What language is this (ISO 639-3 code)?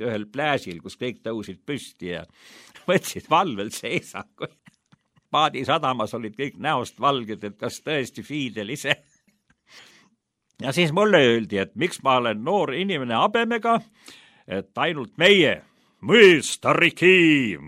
est